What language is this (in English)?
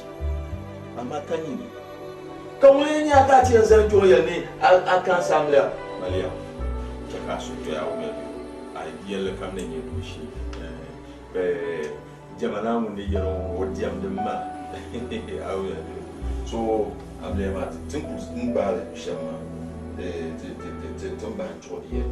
Dagbani